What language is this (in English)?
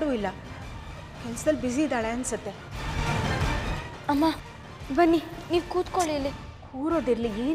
Kannada